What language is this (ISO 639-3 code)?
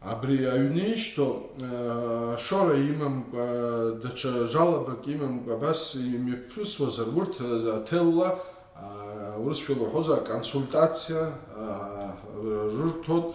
abk